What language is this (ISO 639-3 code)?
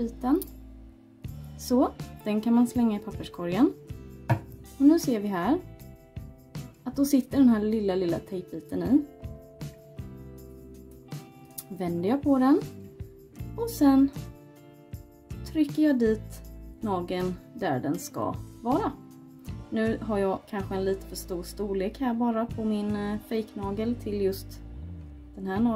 swe